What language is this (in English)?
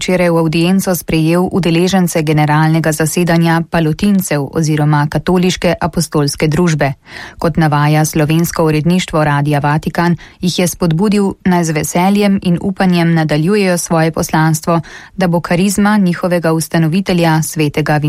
Slovenian